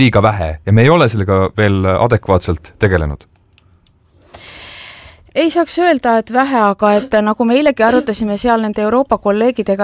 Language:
Estonian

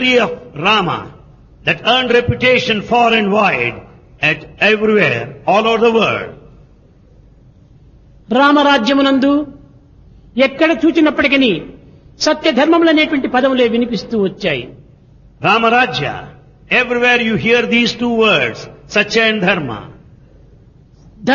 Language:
Telugu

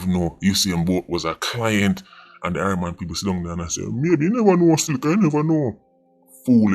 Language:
Jamaican Creole English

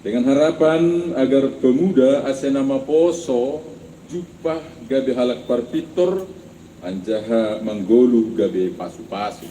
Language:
Batak Simalungun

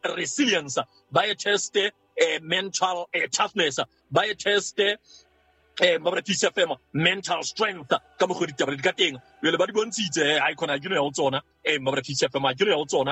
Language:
Southern Sotho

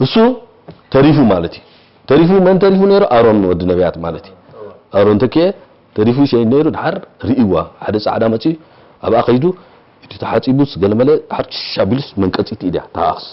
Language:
Tigrinya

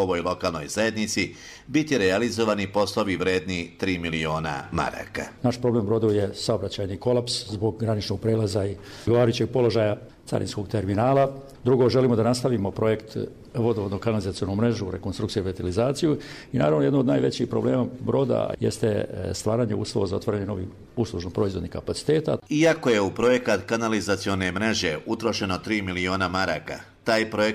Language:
Croatian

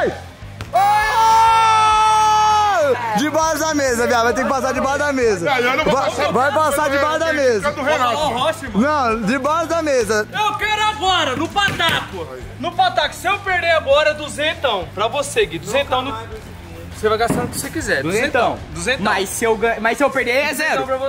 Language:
Portuguese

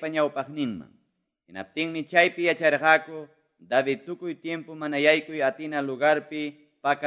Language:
Quechua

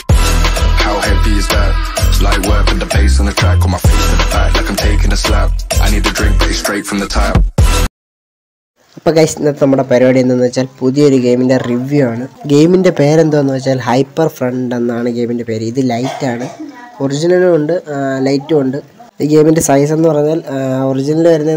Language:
Malayalam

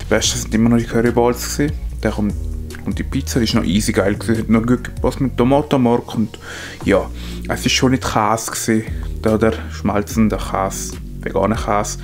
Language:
Swiss German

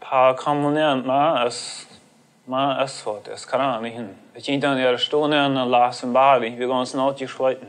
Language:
Plautdietsch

